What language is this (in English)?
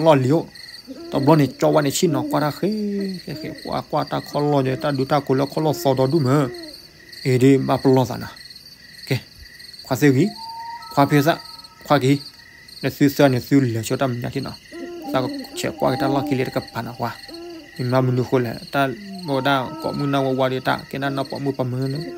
S'gaw Karen